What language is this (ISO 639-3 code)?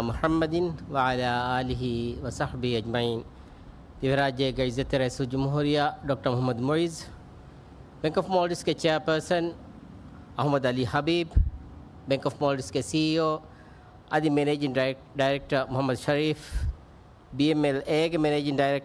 div